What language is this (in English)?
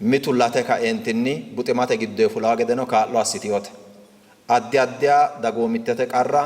Sidamo